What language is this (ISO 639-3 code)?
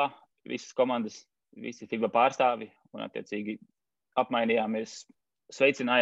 lav